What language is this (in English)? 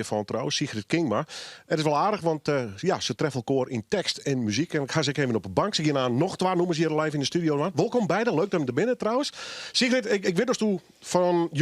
Western Frisian